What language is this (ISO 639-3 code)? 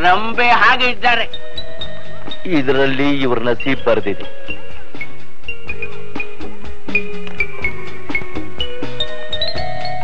kan